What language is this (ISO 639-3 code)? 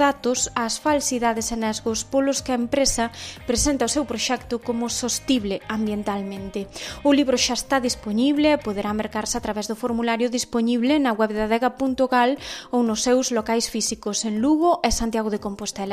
glg